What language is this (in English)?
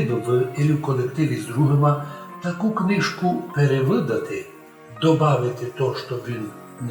Rusyn